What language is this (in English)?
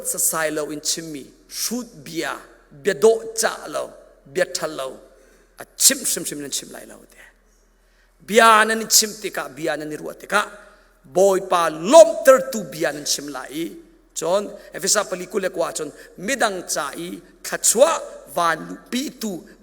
Hakha Chin